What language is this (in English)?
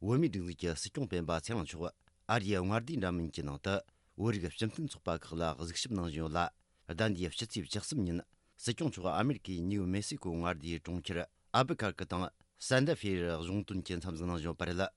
Tibetan